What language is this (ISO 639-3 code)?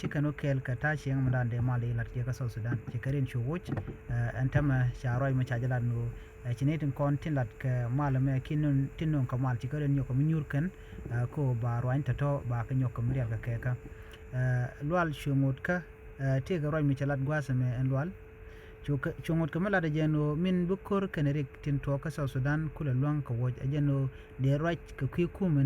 nus